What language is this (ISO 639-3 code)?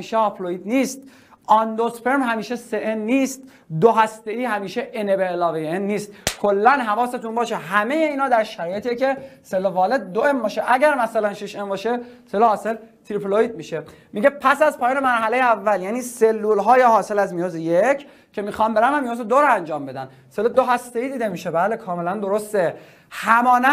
fas